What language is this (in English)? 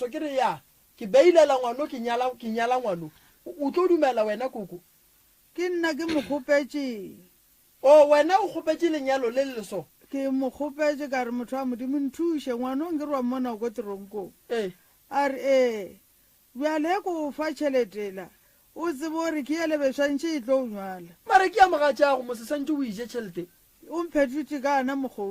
Northern Sotho